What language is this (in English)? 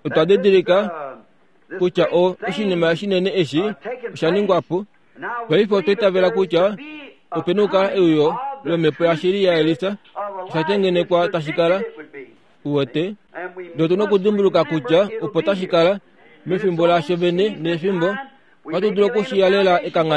Kuanyama